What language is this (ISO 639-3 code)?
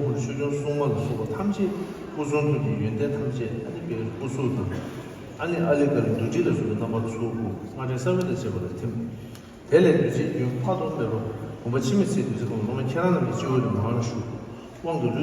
bod